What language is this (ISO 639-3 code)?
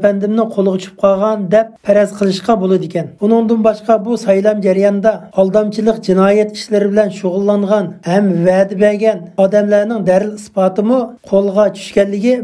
uig